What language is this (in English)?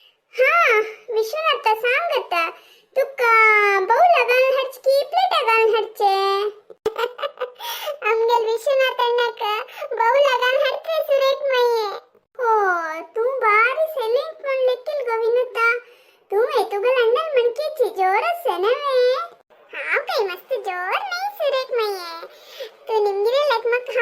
Konkani